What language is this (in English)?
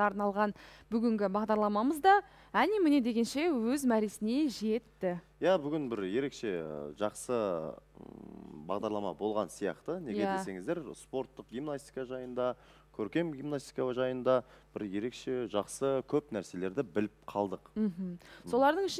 Kazakh